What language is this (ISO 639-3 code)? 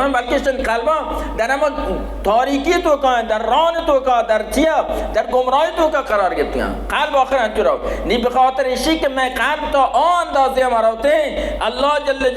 bal